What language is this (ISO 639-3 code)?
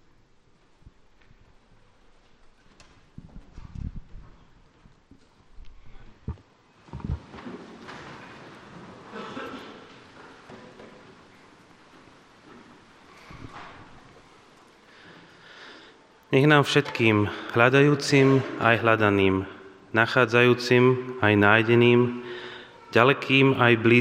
slk